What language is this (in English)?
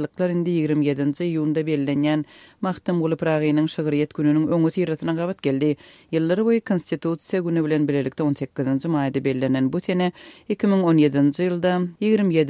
Turkmen